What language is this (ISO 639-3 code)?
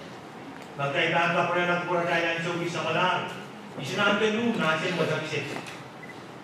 pon